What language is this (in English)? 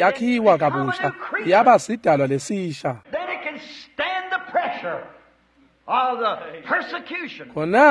Swati